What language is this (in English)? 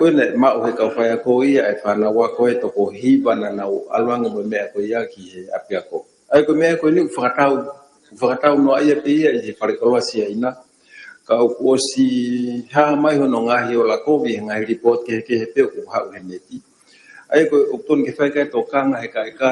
Tongan